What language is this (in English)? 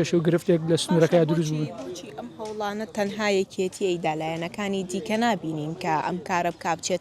Central Kurdish